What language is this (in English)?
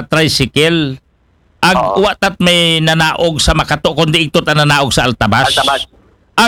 Aklanon